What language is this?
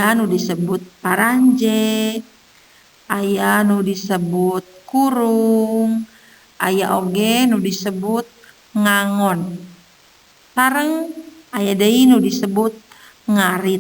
Sundanese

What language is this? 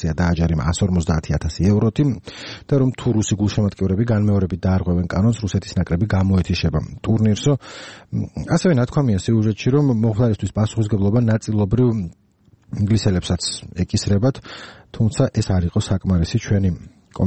Georgian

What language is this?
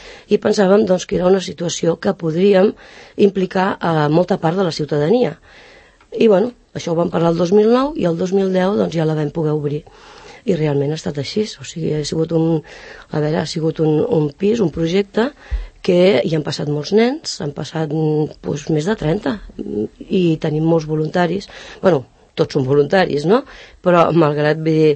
Catalan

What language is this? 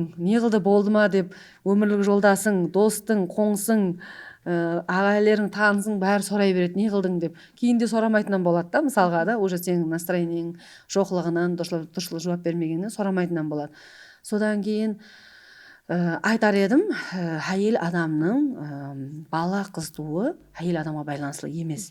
Kara-Kalpak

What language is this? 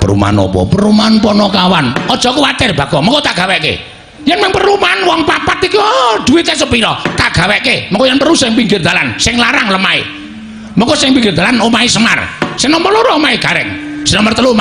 Javanese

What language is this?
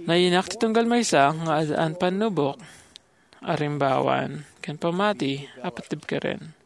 Iloko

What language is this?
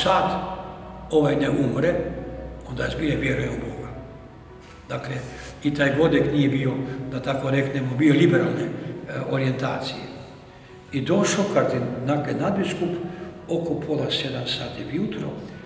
Croatian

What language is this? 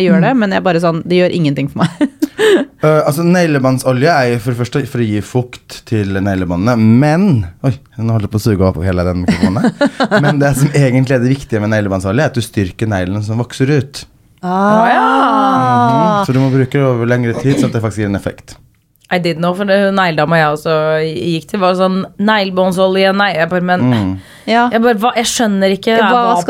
Norwegian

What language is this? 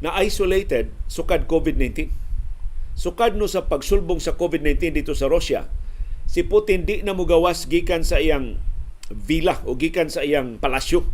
Cebuano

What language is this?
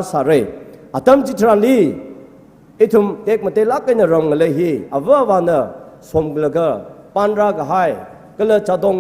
Tangkhul Naga (India)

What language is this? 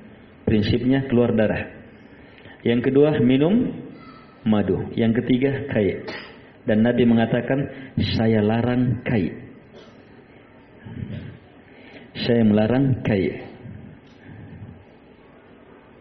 Indonesian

